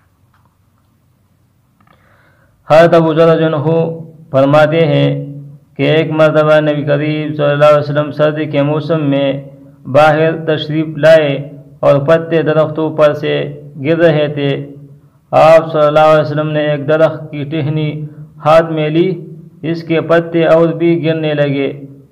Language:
Urdu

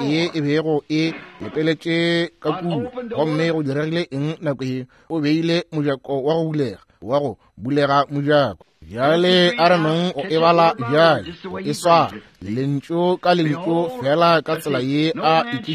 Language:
Northern Sotho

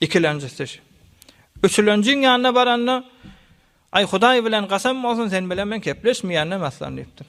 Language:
Turkmen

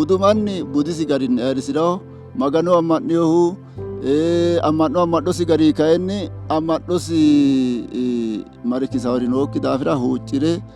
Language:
Sidamo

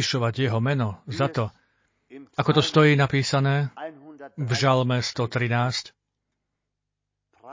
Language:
Slovak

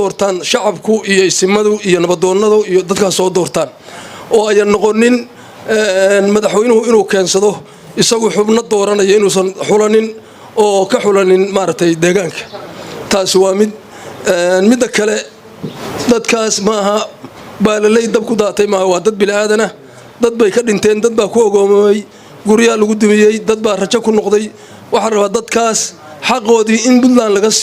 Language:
Somali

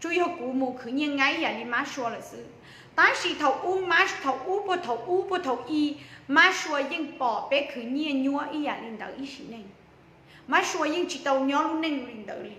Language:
Hmong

